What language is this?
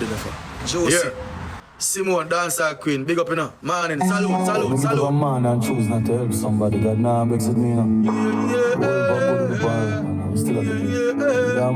Jamaican Creole English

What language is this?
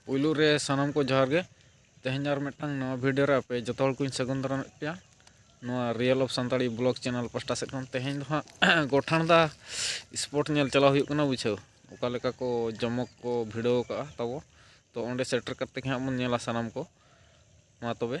Santali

